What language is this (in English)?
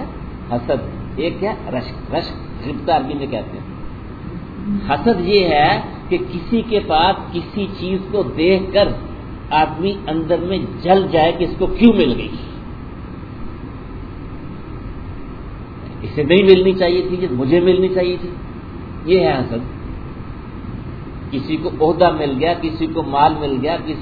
Urdu